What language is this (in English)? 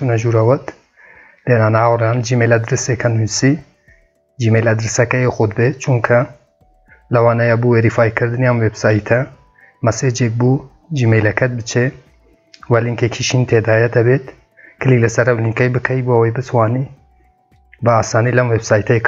Central Kurdish